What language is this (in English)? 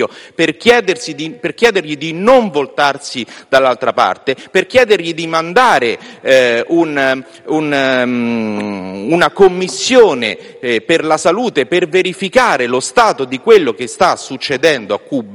Italian